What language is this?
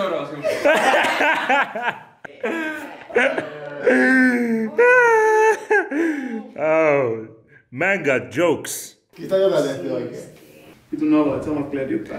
Finnish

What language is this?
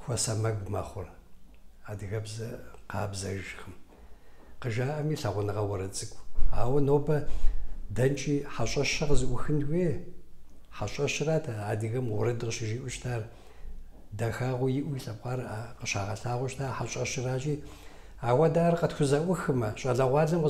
Kabardian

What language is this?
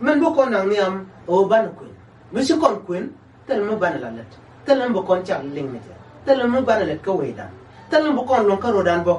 Nuer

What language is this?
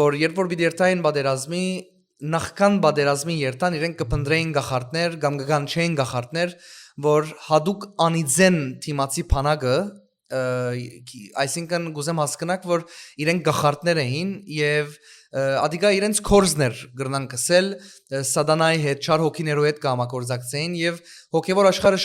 Western Armenian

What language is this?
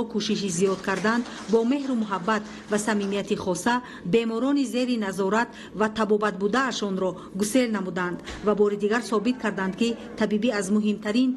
Tajik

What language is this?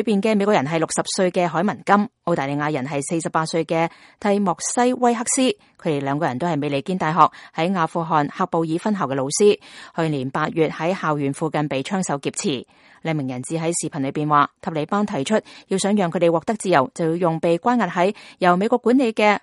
Cantonese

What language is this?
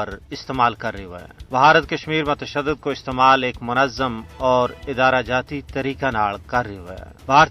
Gujari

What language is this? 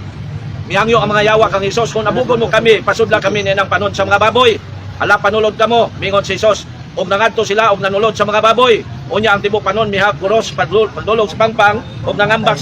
Cebuano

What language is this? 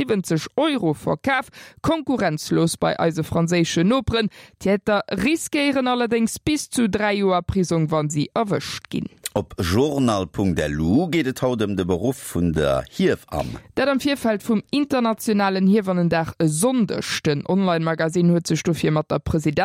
Luxembourgish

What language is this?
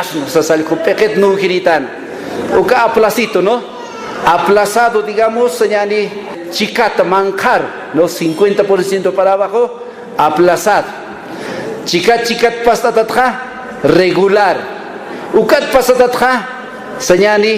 Aymara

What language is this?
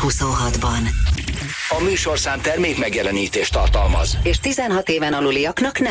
Hungarian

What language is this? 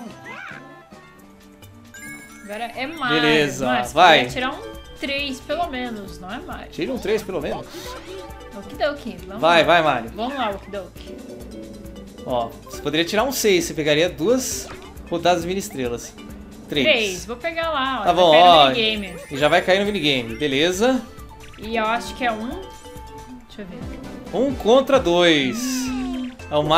Portuguese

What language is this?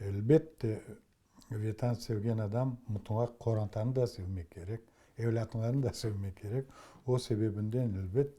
Crimean Tatar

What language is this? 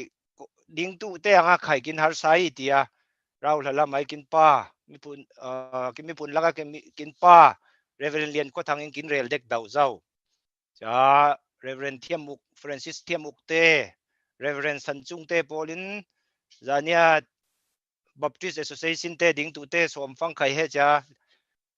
Falam Chin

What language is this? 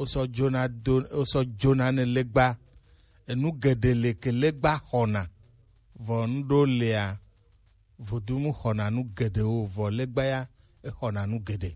Gen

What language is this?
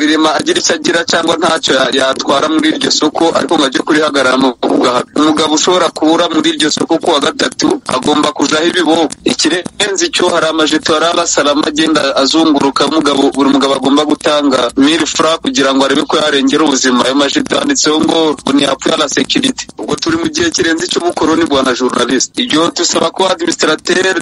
Kinyarwanda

